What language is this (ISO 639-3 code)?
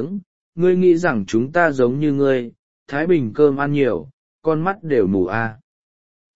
vie